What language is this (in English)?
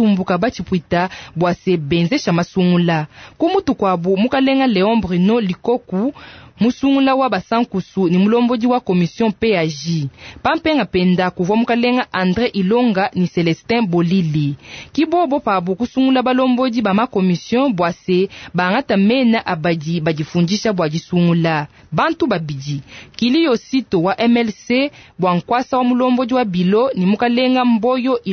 Luba-Lulua